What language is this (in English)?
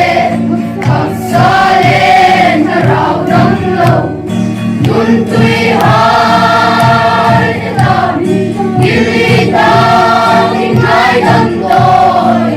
Mizo